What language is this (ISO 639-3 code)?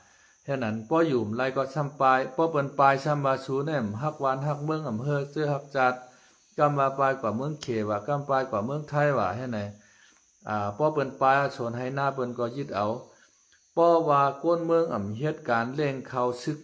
shn